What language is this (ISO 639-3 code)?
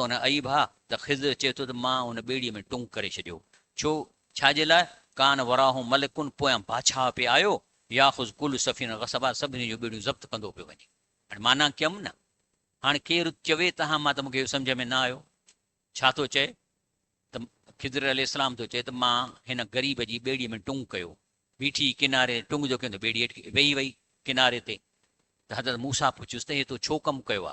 snd